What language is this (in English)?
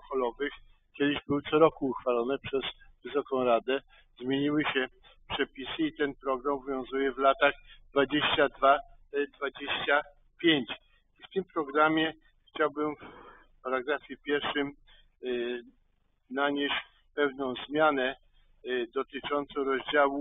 Polish